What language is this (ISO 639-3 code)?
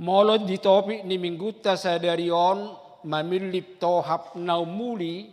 bbc